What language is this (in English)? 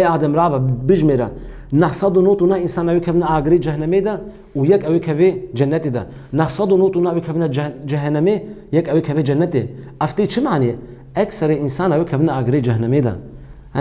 Kurdish